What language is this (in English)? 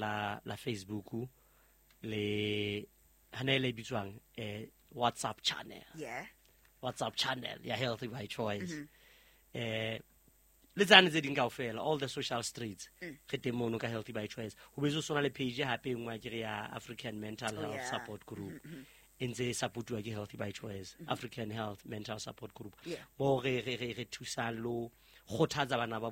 Southern Sotho